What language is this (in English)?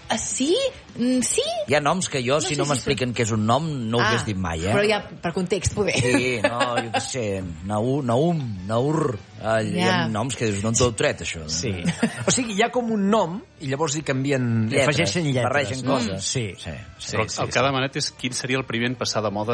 Catalan